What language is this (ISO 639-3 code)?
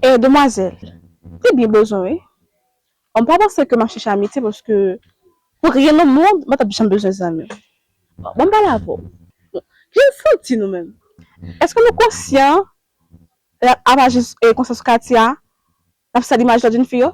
hat